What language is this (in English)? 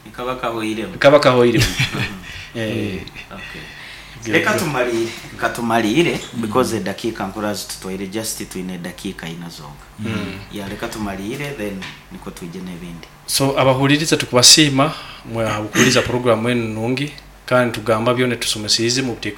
Nyoro